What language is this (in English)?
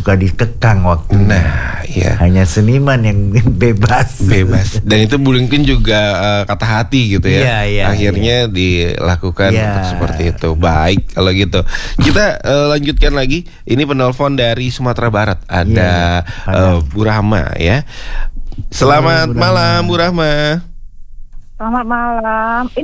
Indonesian